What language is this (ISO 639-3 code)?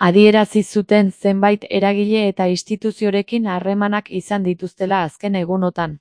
eus